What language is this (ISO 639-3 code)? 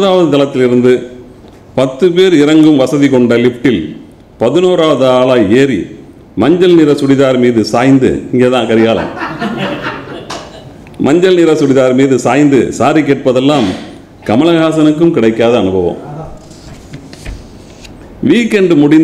tam